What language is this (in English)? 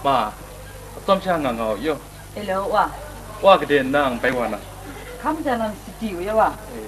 Kachin